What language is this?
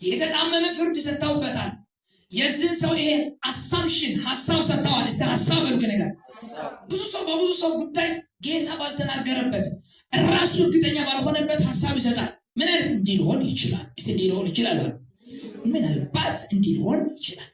Amharic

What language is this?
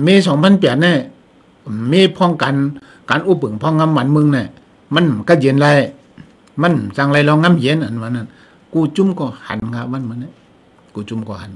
Shan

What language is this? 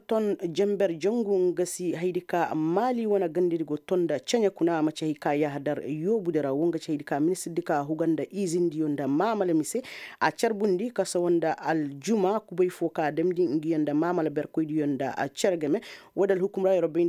Koyraboro Senni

